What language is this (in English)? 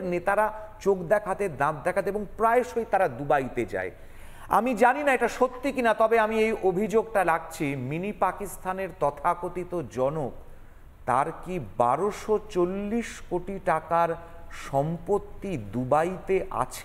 Bangla